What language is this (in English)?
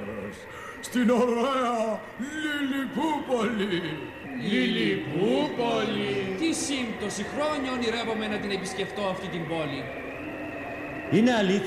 Greek